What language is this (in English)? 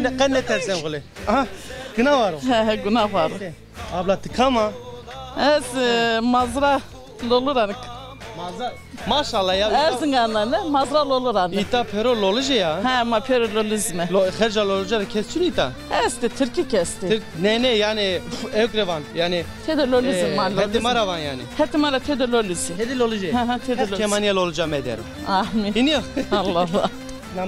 Zaza